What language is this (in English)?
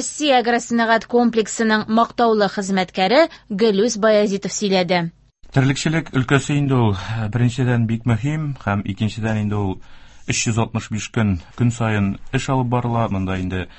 Tatar